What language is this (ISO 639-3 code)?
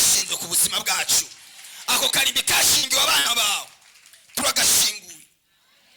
run